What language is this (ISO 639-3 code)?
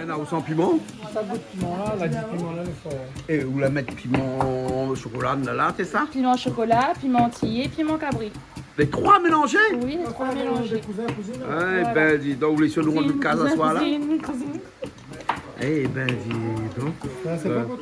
rcf